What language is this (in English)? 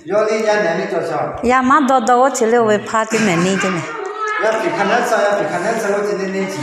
Lahu